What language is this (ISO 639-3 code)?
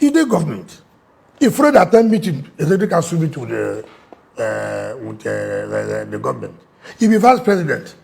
pcm